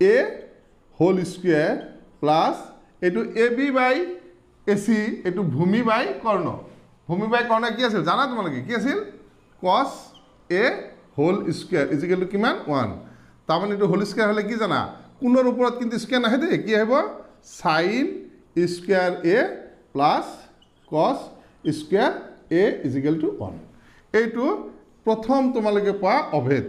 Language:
Assamese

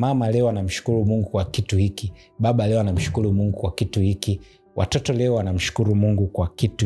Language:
Swahili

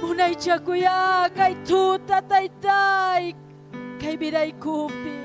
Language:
Ayacucho Quechua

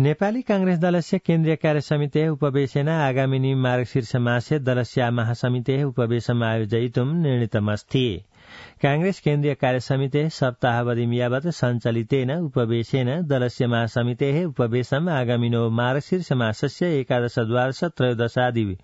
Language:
Sanskrit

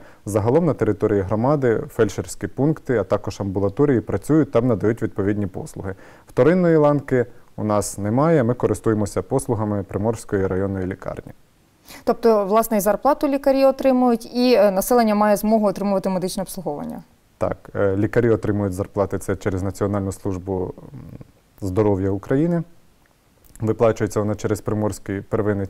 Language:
Ukrainian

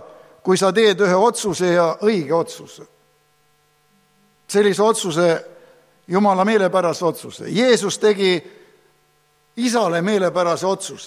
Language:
Estonian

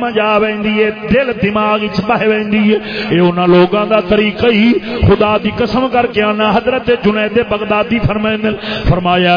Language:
Saraiki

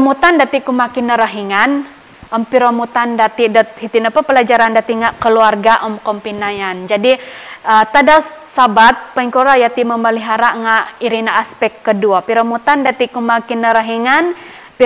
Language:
Central Dusun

